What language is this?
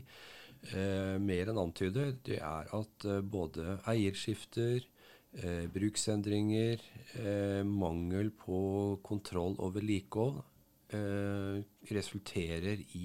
Norwegian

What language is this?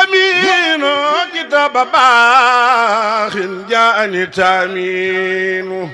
Wolof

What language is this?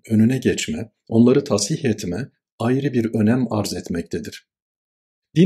Turkish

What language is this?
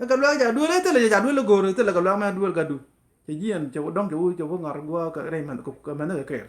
Nuer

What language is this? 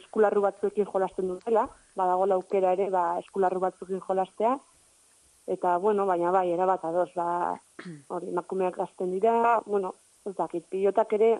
Basque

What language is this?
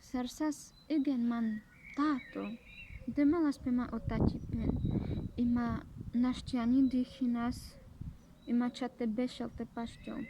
Carpathian Romani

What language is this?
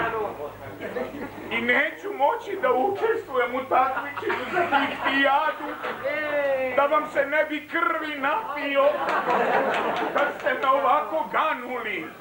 Serbian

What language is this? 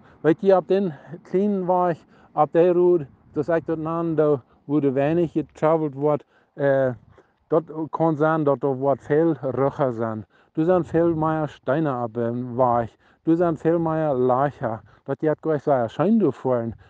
Plautdietsch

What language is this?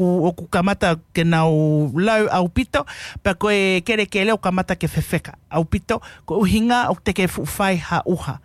Tongan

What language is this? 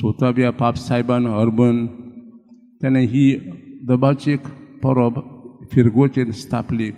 Konkani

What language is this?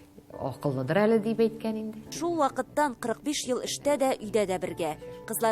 Tatar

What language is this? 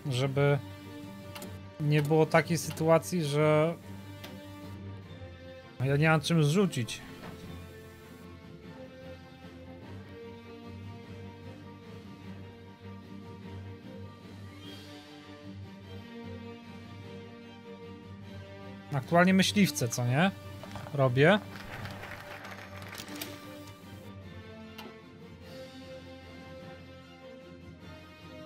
Polish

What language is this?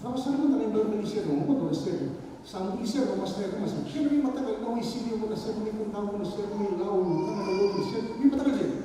Fijian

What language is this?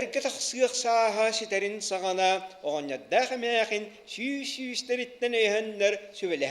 Yakut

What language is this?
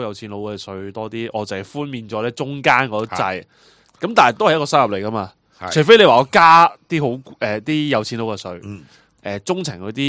Cantonese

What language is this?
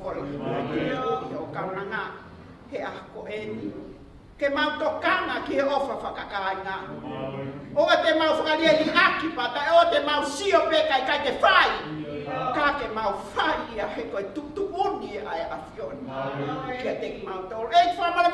Tongan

